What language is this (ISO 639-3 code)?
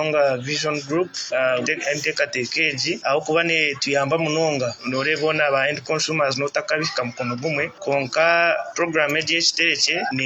nyn